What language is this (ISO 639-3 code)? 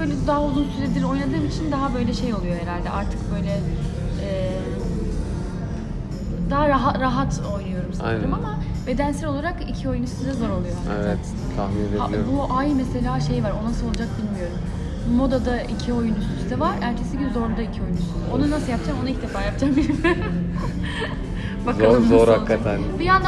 tur